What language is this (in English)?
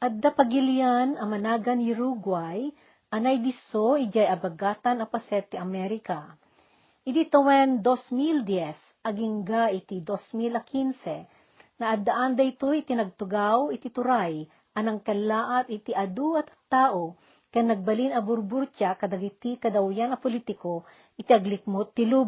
Iloko